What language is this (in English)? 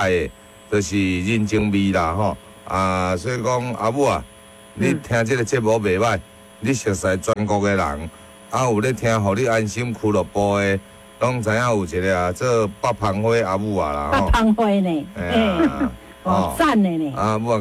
Min Nan Chinese